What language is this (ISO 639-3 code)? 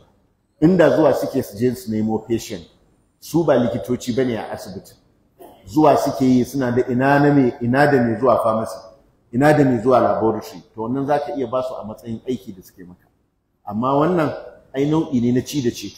hau